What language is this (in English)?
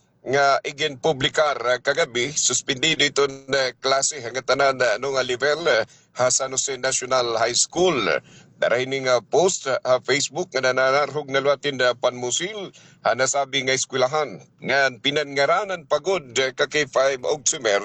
Waray